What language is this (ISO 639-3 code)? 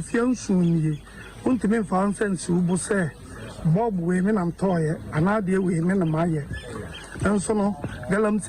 aka